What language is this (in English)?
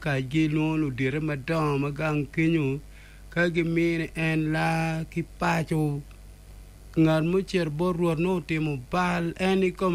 Acoli